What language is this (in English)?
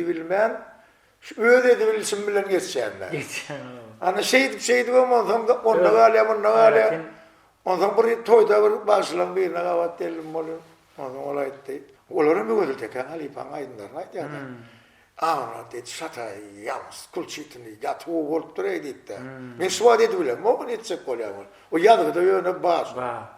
Turkmen